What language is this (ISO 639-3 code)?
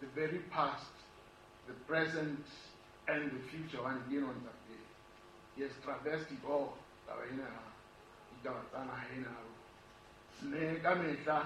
sot